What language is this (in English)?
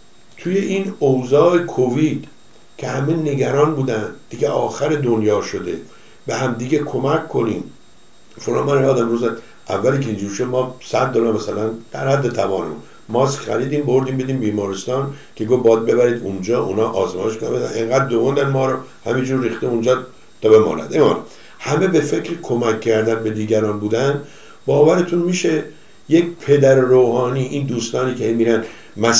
Persian